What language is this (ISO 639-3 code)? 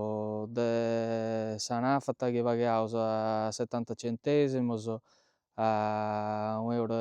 srd